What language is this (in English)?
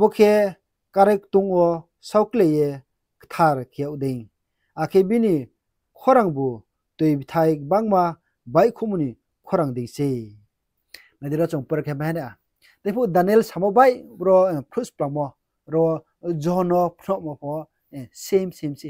Riang (India)